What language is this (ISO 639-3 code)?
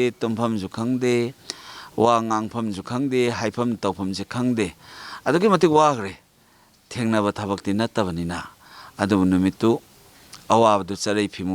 mni